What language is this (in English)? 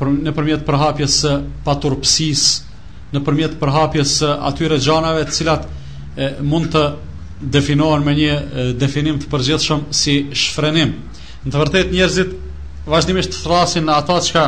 Albanian